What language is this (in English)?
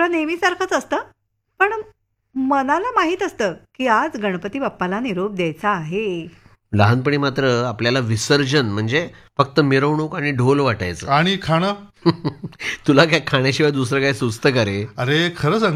Marathi